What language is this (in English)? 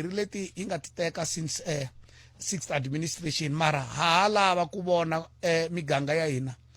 Tsonga